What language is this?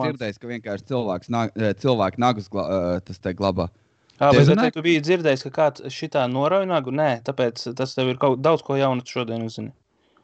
Latvian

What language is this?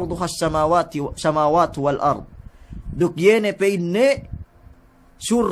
Yakan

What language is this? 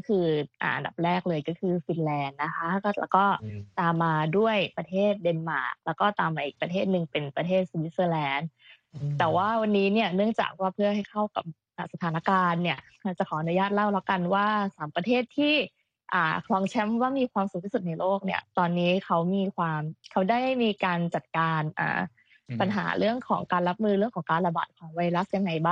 Thai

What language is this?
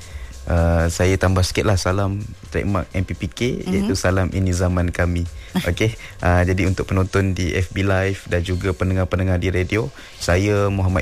Malay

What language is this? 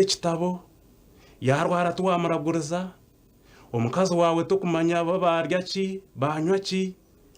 Nyankole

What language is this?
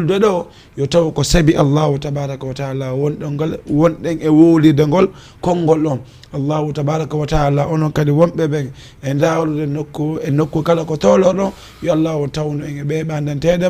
Fula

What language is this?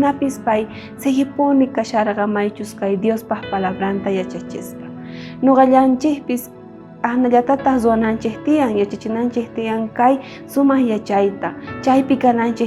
South Bolivian Quechua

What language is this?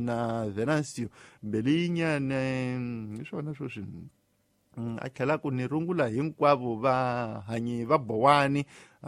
Tsonga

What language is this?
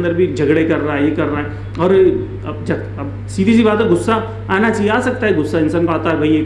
Urdu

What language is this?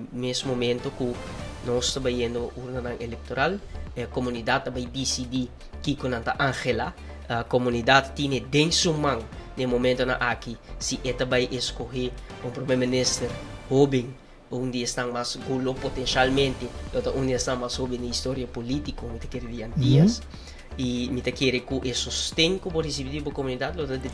Papiamento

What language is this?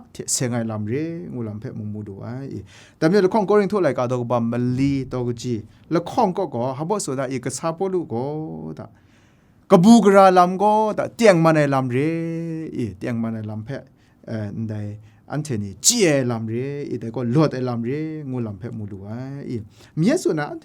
Kachin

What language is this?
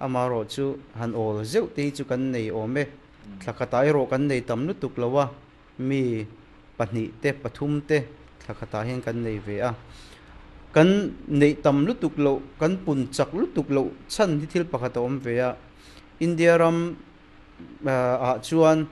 Mizo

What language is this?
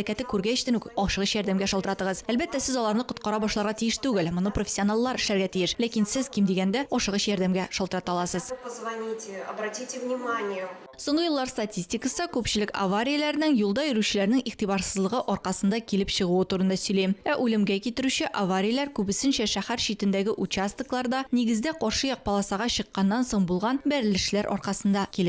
Tatar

